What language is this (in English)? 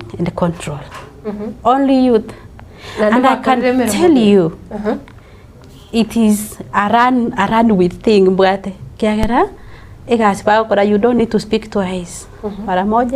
Gusii